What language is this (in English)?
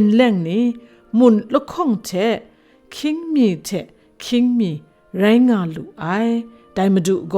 Kachin